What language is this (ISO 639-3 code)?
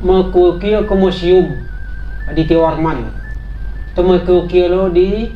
min